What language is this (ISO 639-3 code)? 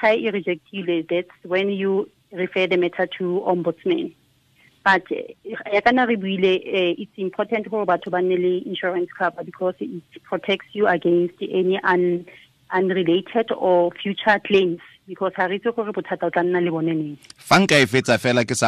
tsn